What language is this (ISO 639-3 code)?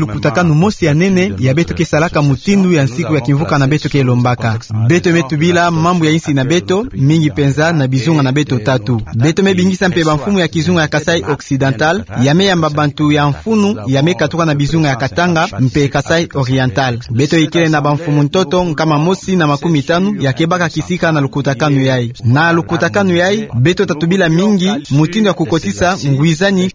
ktu